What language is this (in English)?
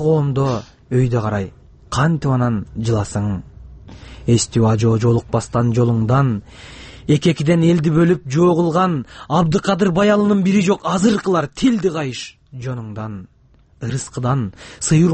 Kyrgyz